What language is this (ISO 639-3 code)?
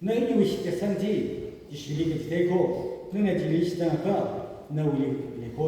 nmf